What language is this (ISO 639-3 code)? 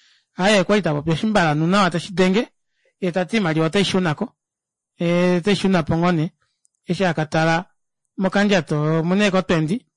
kua